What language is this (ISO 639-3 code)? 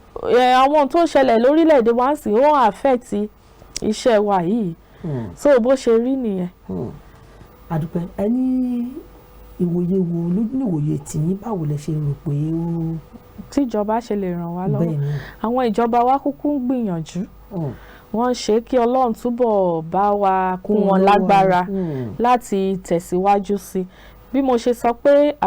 yor